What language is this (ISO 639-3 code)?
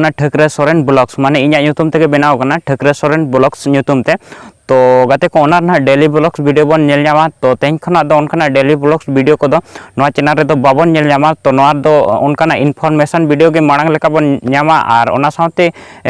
sat